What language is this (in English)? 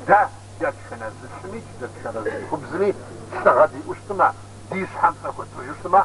Kabardian